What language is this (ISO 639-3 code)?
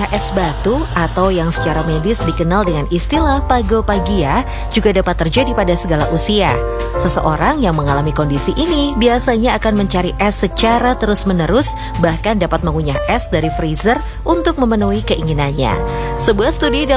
ind